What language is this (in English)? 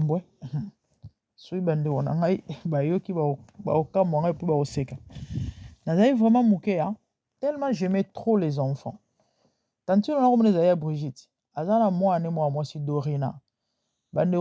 Lingala